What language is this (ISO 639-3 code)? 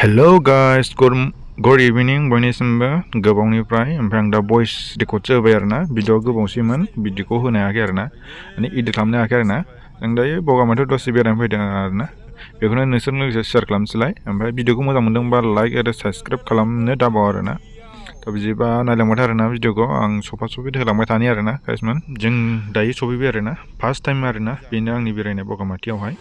brx